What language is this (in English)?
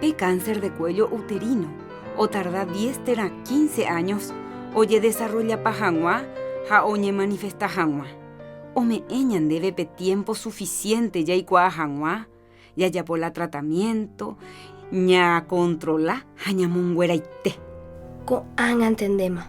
Guarani